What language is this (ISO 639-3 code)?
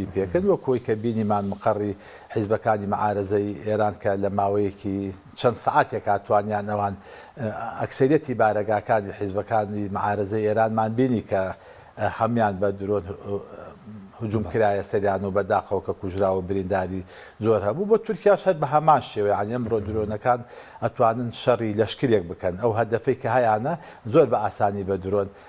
ckb